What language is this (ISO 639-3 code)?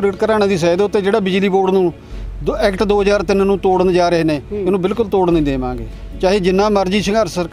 pan